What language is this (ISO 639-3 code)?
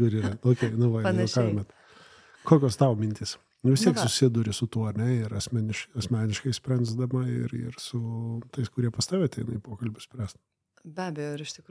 lit